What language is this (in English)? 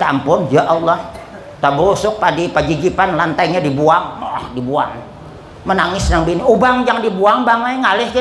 Banjar